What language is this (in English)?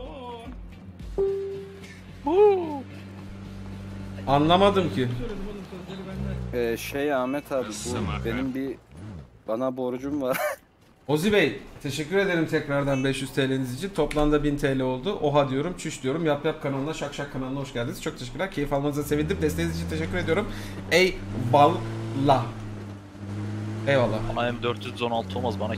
Turkish